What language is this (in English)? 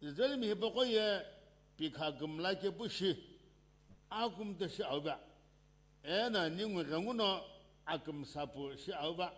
Sumi Naga